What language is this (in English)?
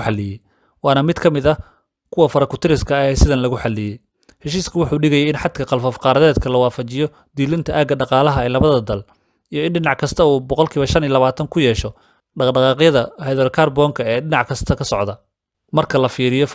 Somali